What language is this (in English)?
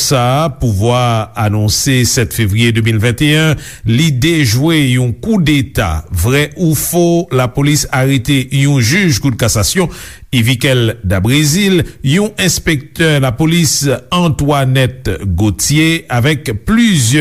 Haitian Creole